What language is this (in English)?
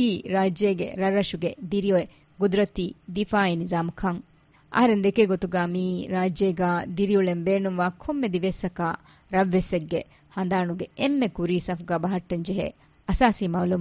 Divehi